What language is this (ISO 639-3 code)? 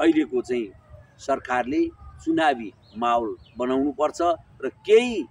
nep